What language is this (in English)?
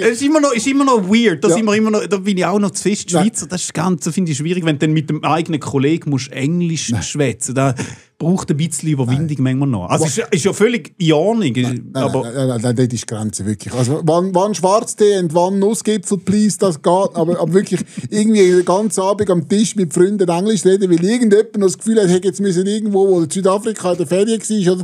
Swiss German